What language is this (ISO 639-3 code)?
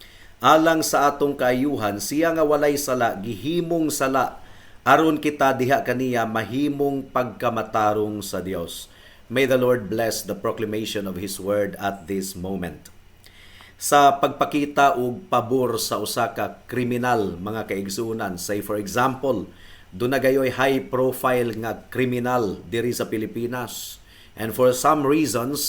ceb